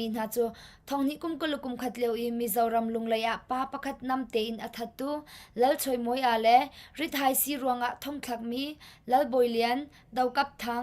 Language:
Hakha Chin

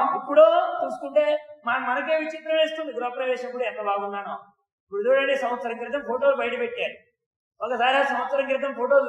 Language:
Telugu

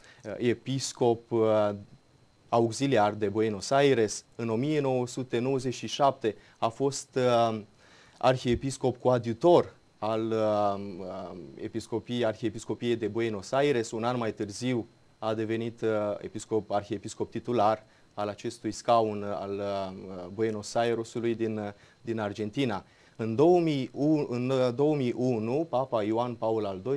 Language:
Romanian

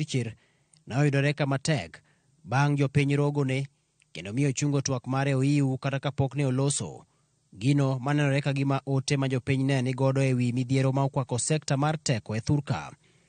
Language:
Luo (Kenya and Tanzania)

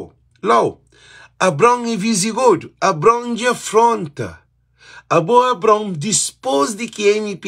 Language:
Kabuverdianu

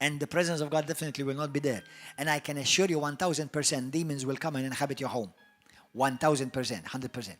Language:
English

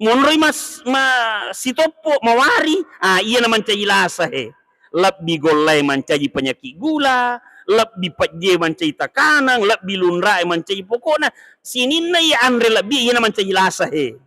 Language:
Buginese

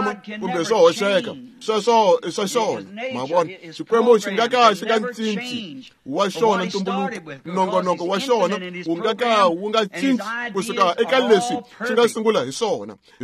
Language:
Tsonga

